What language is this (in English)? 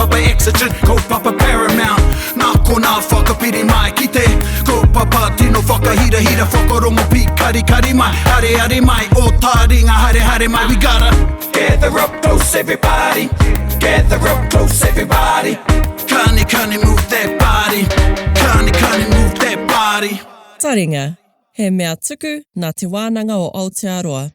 Māori